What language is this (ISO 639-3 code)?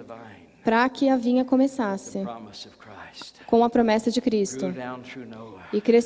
por